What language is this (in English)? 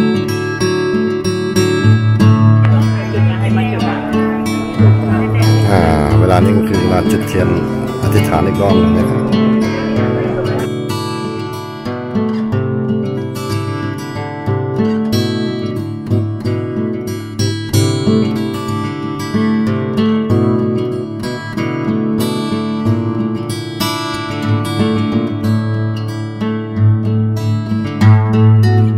Thai